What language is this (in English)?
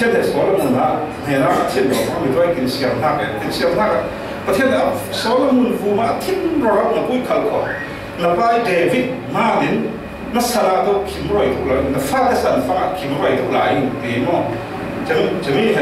Falam Chin